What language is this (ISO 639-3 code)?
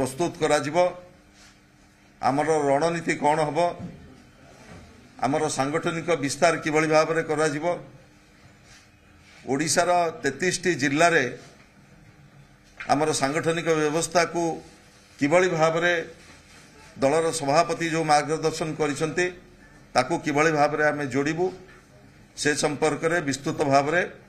ori